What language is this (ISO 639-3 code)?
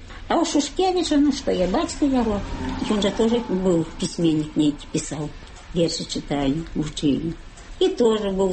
bel